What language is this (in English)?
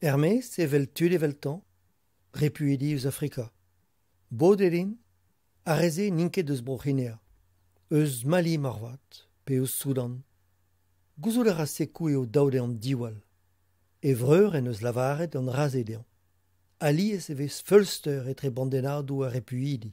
Breton